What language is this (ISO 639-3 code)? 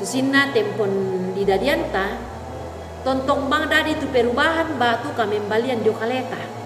sda